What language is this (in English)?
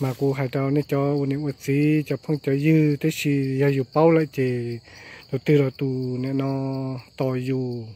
Hmong